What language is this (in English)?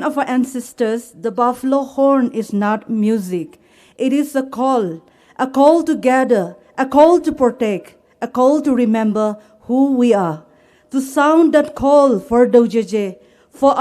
Poumei Naga